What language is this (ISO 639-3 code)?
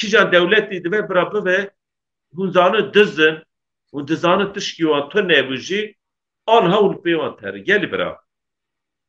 kur